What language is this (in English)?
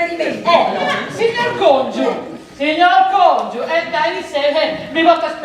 Sardinian